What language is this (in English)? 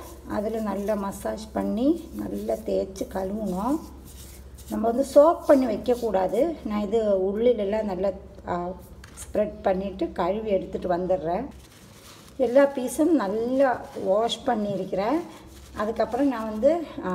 Tamil